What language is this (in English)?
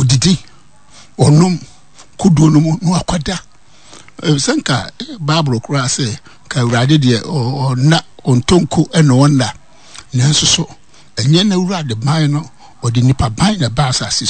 Akan